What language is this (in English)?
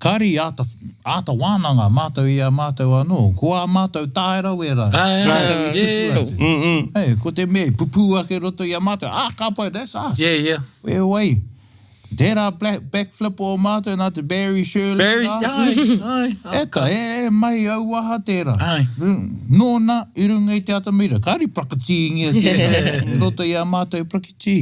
Māori